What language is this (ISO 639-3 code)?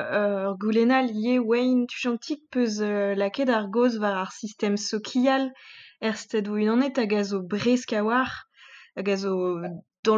bre